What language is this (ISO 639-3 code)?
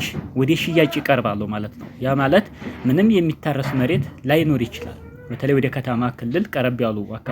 amh